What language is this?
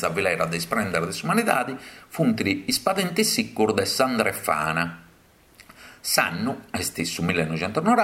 Sardinian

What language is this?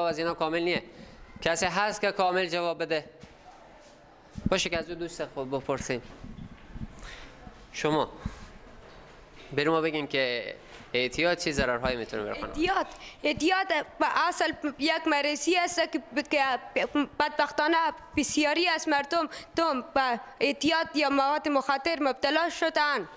Persian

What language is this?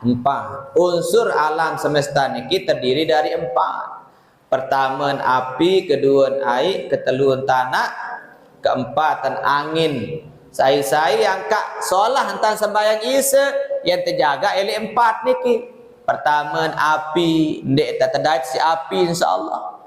Sasak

